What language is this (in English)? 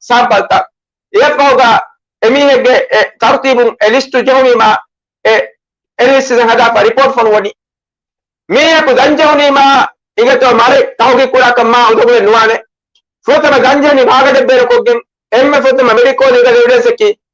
Divehi